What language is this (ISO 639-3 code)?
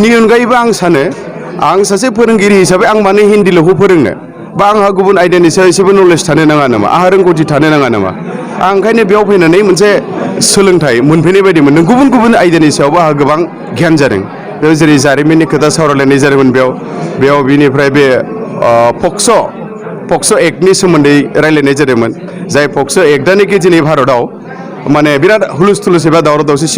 brx